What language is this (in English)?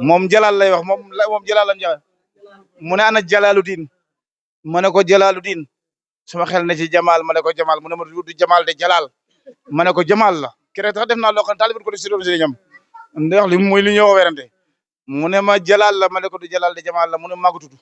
Wolof